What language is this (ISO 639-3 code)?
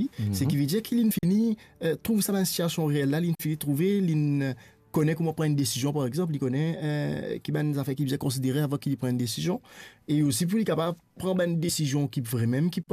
mfe